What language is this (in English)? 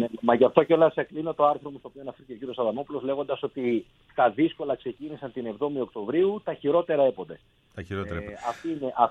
Greek